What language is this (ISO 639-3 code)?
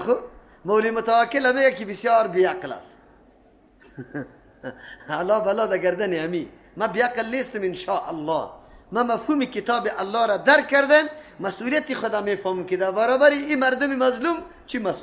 fas